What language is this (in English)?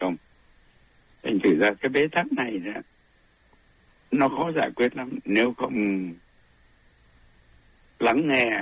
Vietnamese